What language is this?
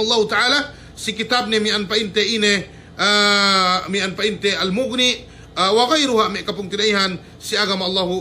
Yakan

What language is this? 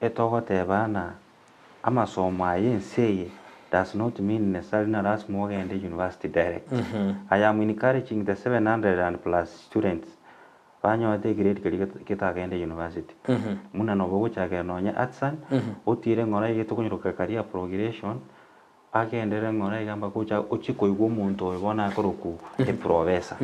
Gusii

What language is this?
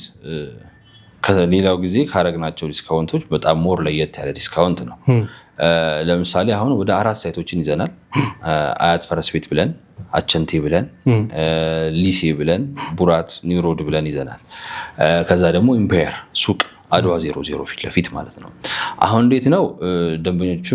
Amharic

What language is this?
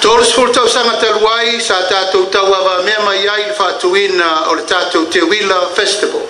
Samoan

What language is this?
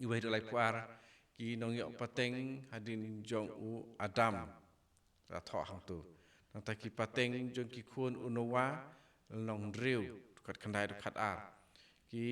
Khasi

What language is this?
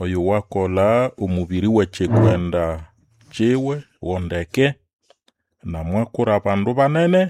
Nande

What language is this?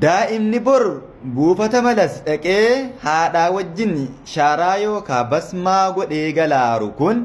Oromo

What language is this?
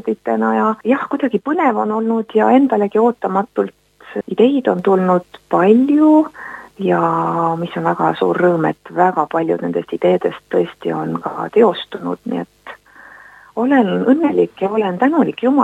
Estonian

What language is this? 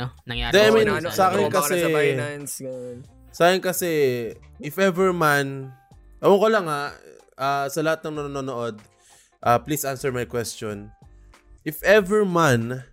Filipino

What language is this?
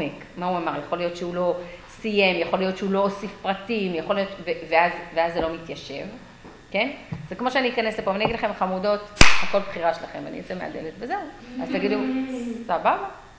Hebrew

